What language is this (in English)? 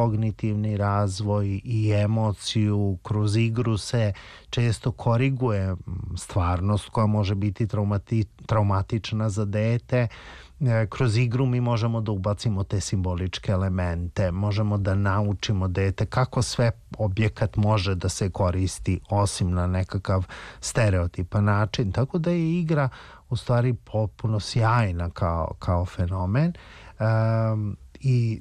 Serbian